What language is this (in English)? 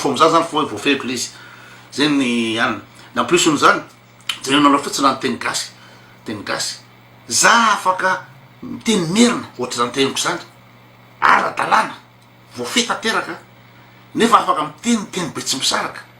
Malagasy